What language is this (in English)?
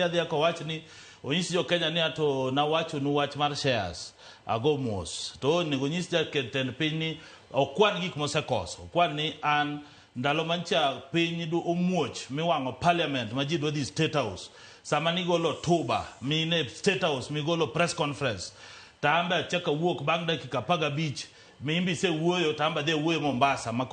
Luo (Kenya and Tanzania)